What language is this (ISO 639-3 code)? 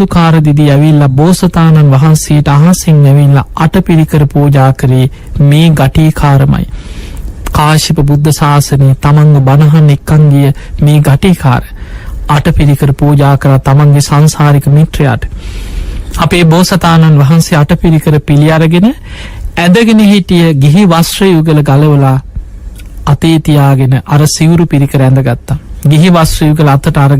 sin